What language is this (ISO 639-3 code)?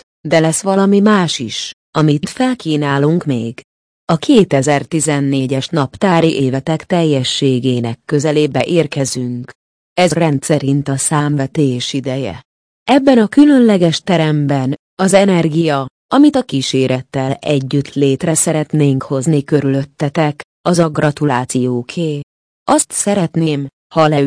hun